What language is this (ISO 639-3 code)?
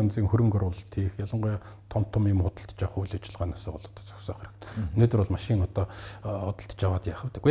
mon